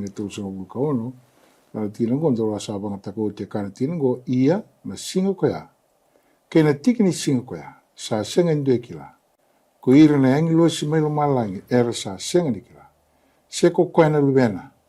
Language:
Fijian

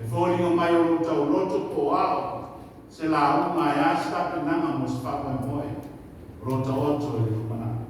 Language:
Samoan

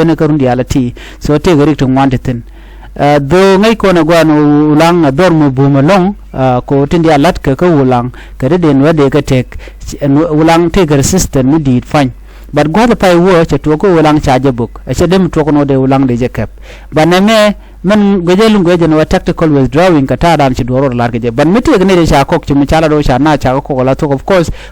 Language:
Nuer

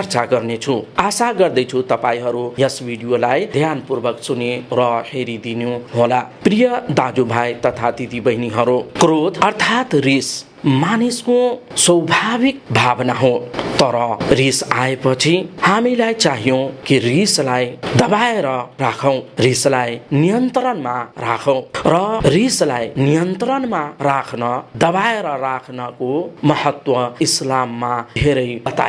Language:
Nepali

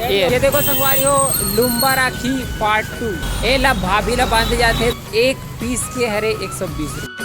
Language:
Chhattisgarhi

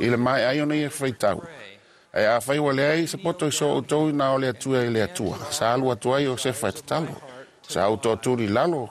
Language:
Samoan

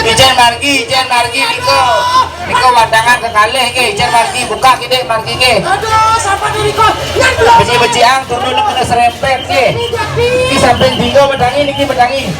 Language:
Balinese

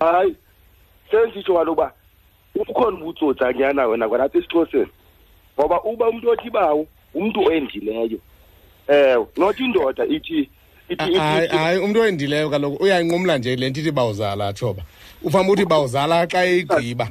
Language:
Xhosa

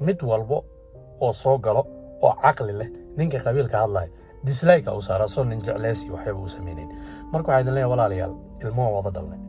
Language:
Somali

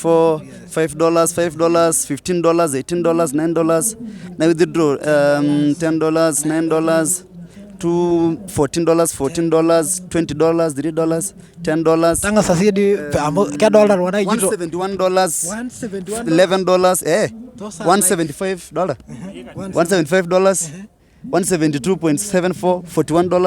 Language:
Masai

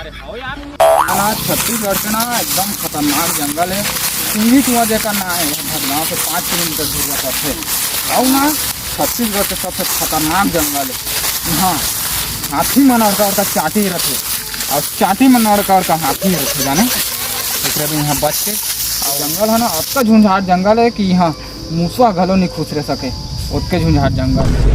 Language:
Chhattisgarhi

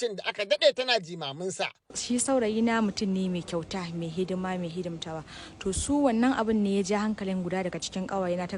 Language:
Hausa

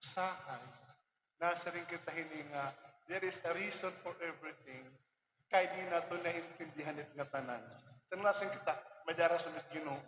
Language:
Waray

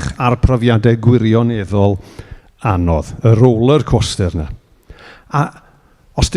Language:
Welsh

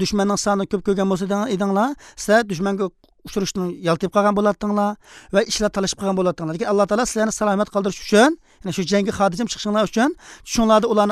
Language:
Uyghur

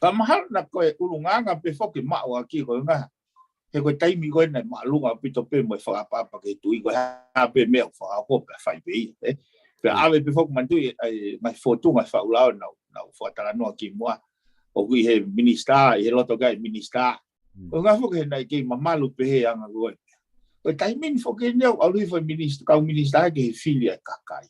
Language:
Tongan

